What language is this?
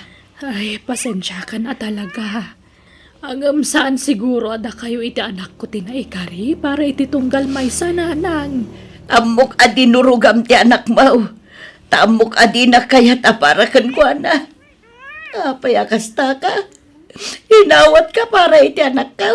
Iloko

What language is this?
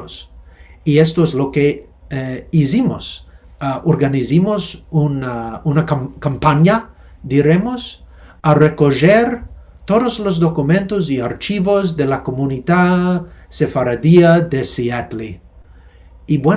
Ladino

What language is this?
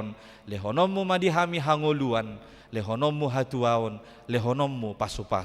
Batak Toba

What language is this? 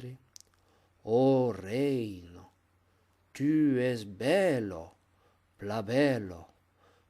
Occitan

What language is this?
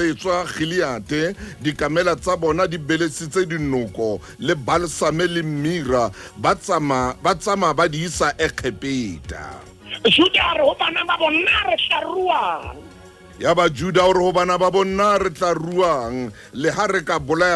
Southern Sotho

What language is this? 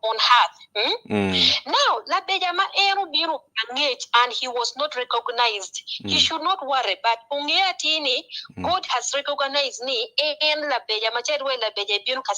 Acoli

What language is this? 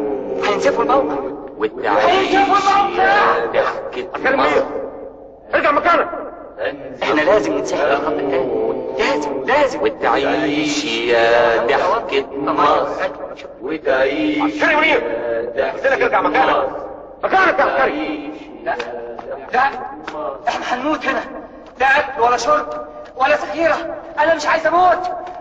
Egyptian Arabic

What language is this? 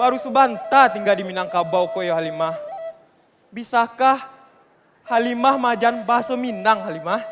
Minangkabau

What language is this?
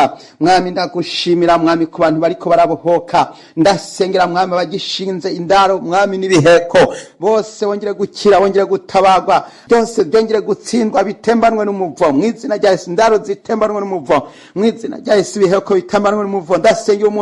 Rundi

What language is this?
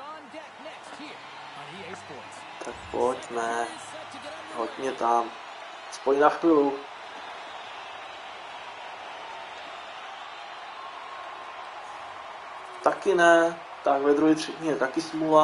Czech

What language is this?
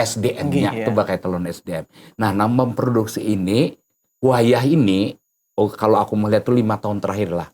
Banjar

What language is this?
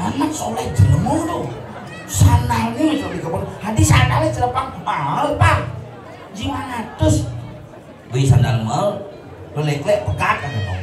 Balinese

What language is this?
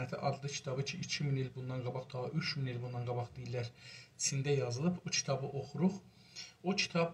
South Azerbaijani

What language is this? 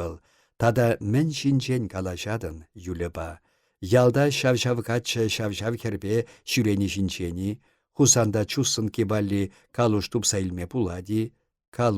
Chuvash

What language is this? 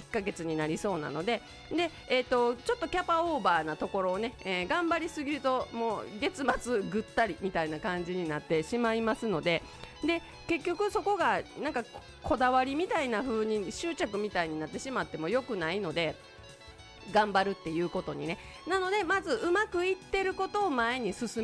Japanese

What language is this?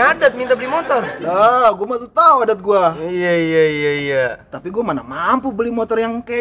Betawi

